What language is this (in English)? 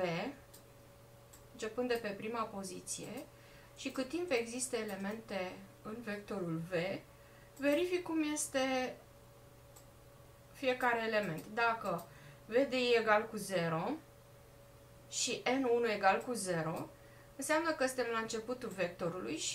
Romanian